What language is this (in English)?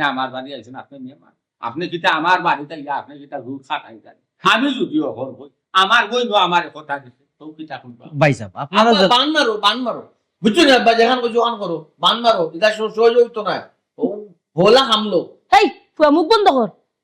Sylheti